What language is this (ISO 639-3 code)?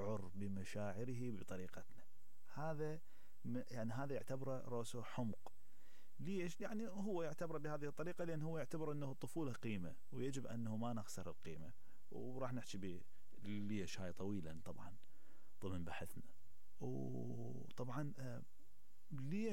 acm